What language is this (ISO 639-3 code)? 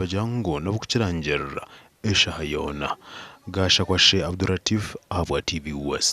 nyn